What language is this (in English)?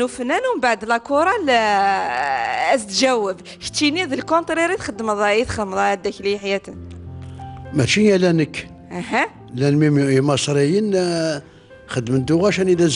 Kabyle